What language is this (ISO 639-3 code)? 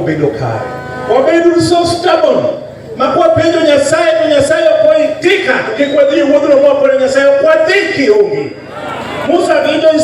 luo